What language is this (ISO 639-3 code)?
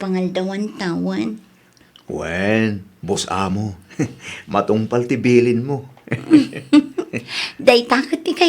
ilo